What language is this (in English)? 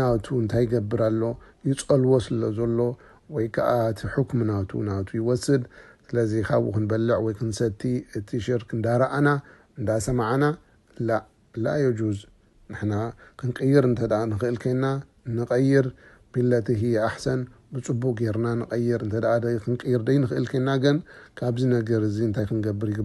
Tigrinya